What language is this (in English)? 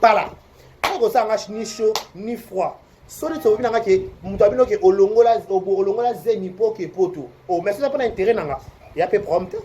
Lingala